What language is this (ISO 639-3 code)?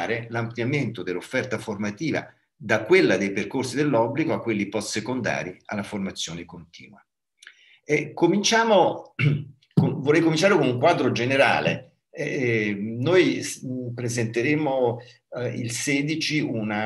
ita